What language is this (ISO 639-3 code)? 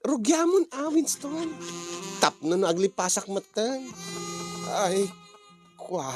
ilo